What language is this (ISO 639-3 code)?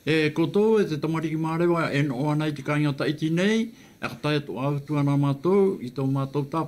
tah